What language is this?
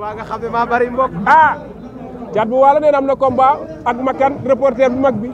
Wolof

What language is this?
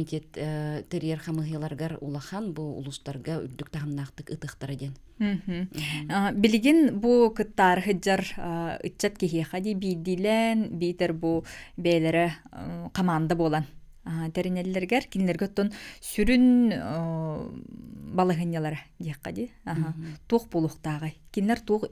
Yakut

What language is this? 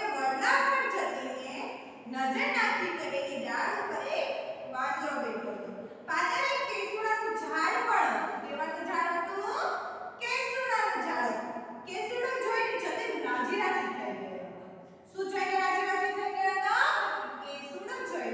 Gujarati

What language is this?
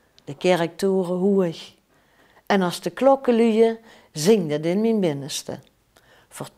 Limburgish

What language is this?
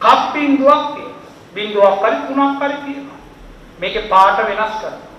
Sinhala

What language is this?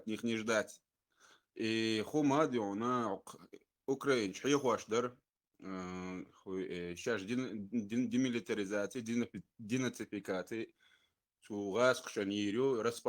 Chechen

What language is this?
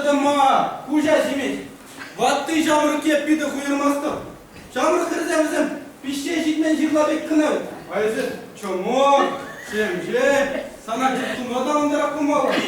Chuvash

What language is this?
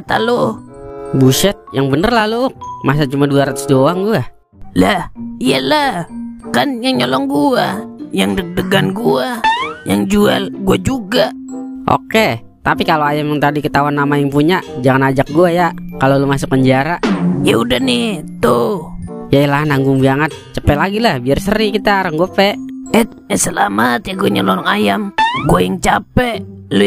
Betawi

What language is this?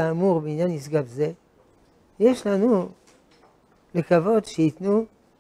Hebrew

